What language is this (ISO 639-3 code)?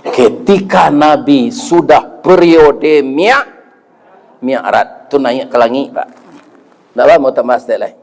min